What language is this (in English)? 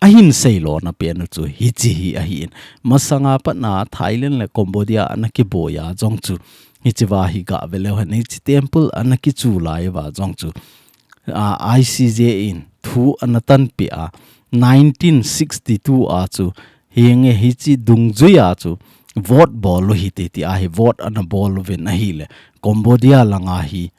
Thado Chin